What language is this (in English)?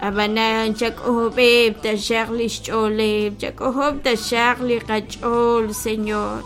Kekchí